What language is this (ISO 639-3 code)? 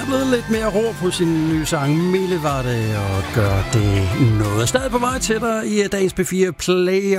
dan